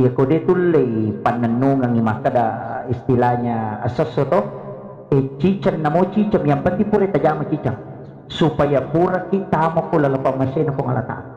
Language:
Buginese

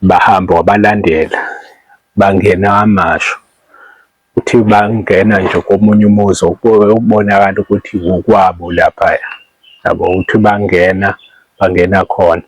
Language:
Zulu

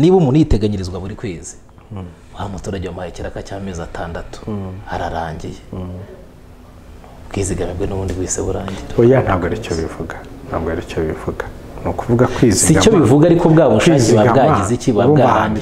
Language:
Kinyarwanda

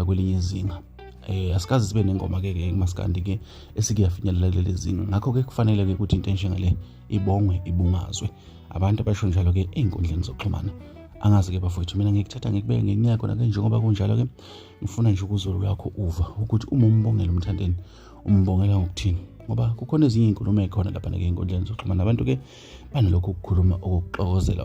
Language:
Zulu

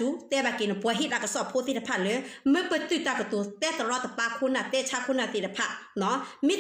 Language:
S'gaw Karen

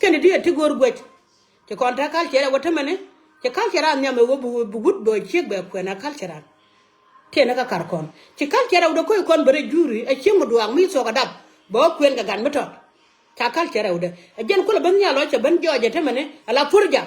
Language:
Nuer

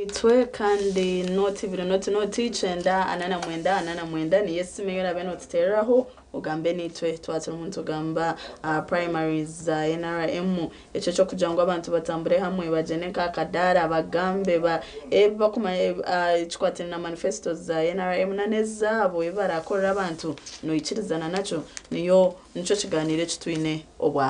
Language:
Nyankole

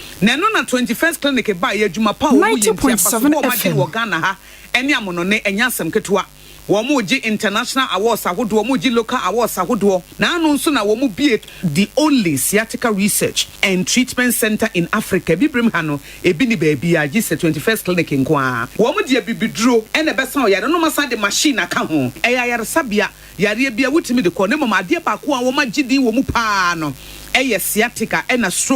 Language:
Akan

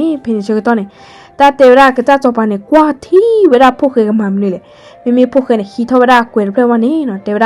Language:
S'gaw Karen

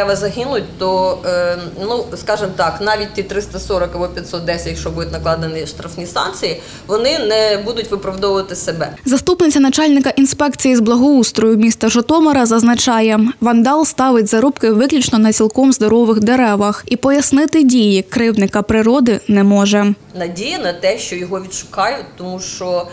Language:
Ukrainian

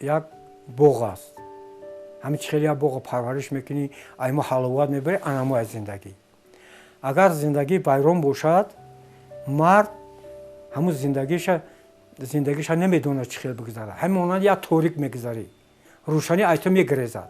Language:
Tajik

